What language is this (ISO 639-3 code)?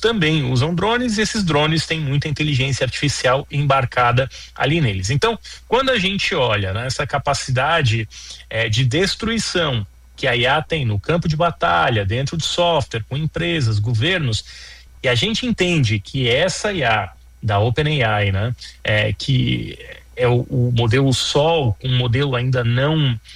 por